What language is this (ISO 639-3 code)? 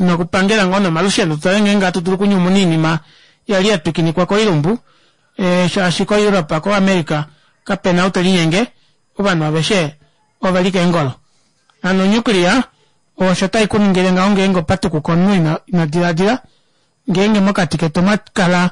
kua